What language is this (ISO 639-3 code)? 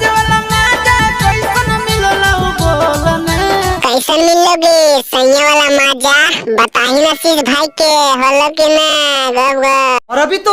mag